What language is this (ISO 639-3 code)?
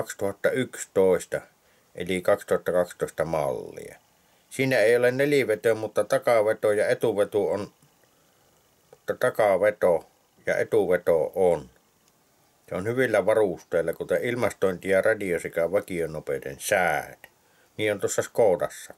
fin